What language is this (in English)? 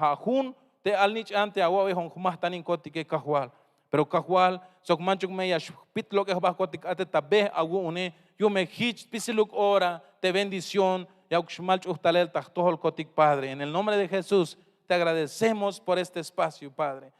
Tzeltal